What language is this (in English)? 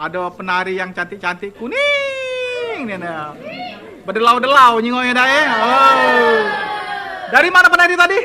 Musi